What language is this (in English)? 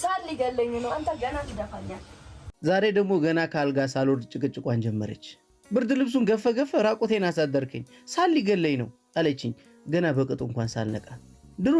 Amharic